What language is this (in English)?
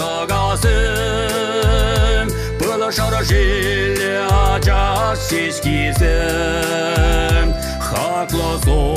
Chuvash